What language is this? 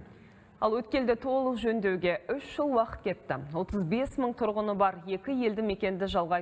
Kazakh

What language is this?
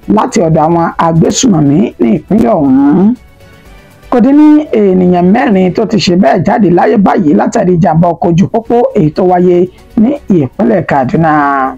Yoruba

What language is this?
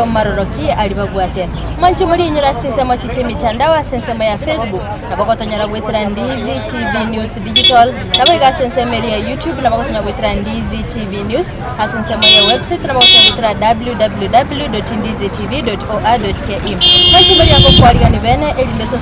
Gusii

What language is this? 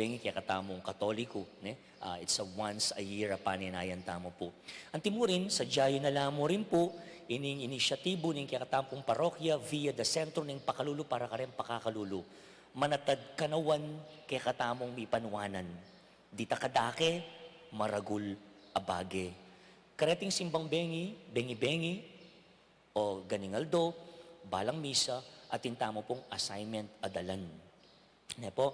Pampanga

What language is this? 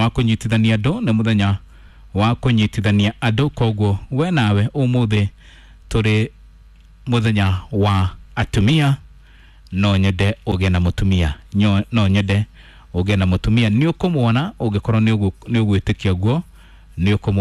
Kikuyu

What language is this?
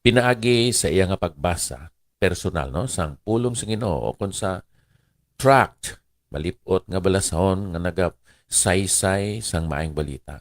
Hiligaynon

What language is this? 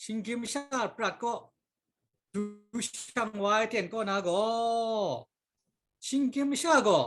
Kachin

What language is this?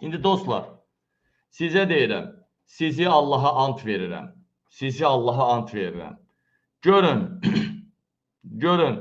Azerbaijani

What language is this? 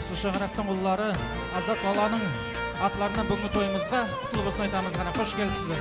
Kara-Kalpak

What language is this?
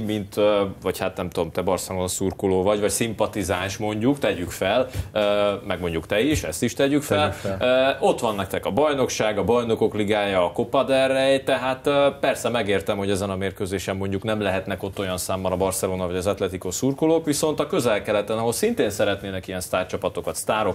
Hungarian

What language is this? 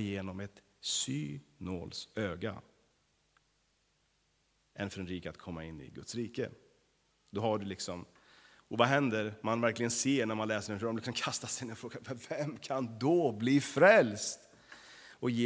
Swedish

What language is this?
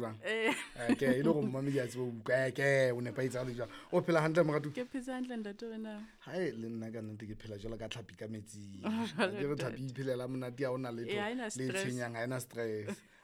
Southern Sotho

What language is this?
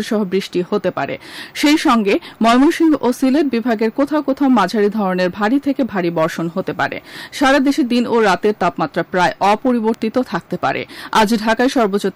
Bangla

